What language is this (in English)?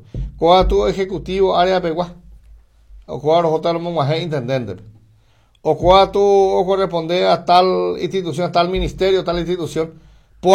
Guarani